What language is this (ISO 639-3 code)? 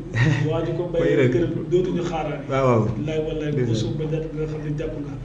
wol